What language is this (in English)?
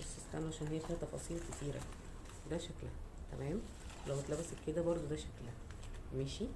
Egyptian Arabic